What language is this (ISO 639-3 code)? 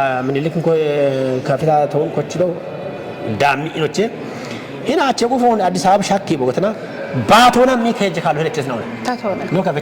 kbr